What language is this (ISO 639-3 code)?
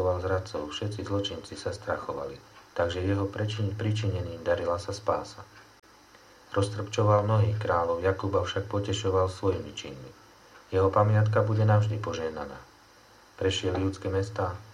slk